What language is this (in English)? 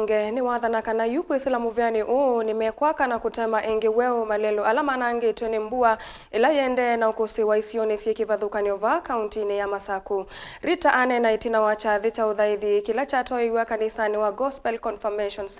Kamba